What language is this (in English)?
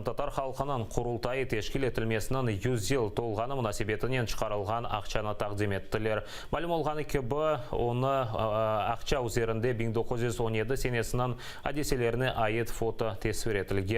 Crimean Tatar